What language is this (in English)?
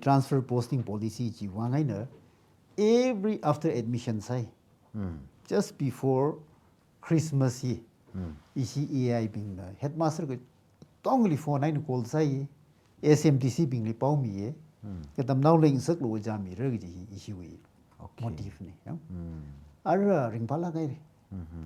Tangkhul Naga (India)